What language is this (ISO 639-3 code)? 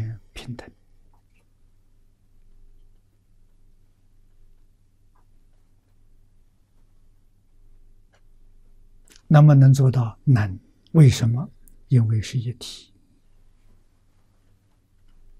zho